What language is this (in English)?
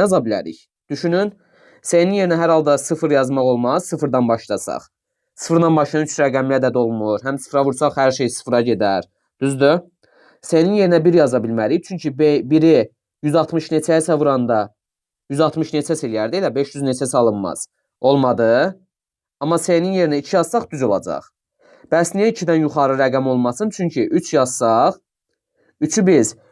Azerbaijani